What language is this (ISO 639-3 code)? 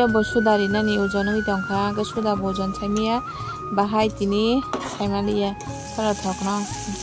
trp